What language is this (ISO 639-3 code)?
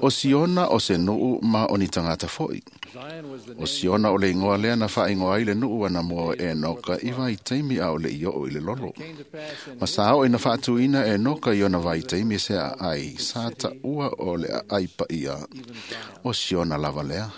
smo